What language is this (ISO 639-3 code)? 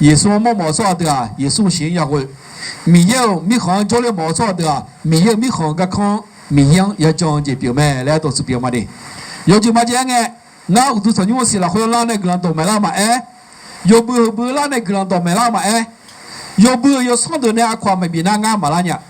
ahk